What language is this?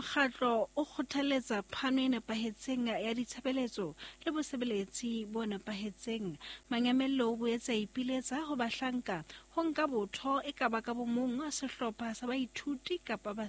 Southern Sotho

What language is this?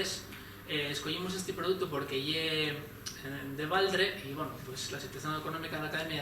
Asturian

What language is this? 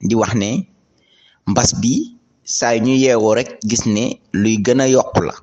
Wolof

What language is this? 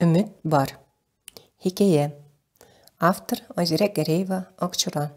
Tatar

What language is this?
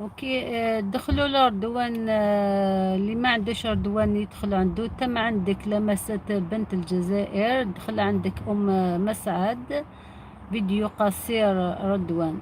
Algerian Arabic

